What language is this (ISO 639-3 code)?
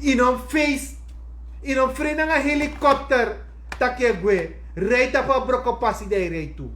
srn